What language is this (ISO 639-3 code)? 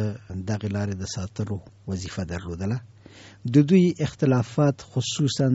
pus